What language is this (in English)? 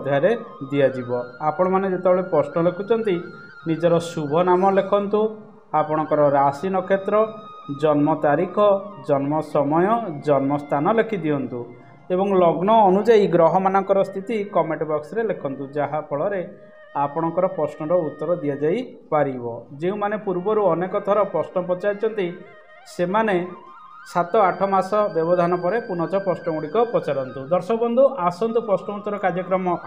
Odia